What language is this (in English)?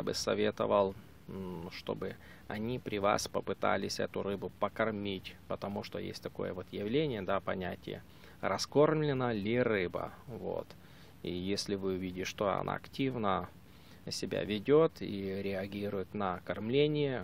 Russian